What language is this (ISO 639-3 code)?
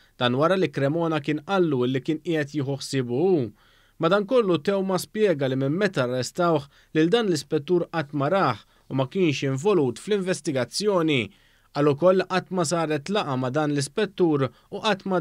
mlt